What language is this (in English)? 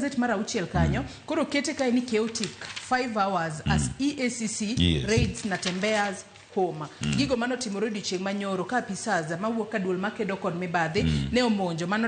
Luo (Kenya and Tanzania)